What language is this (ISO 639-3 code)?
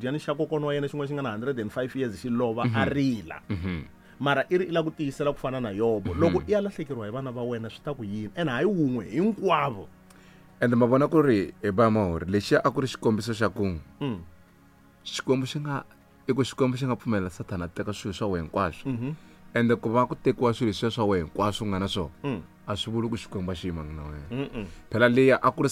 tso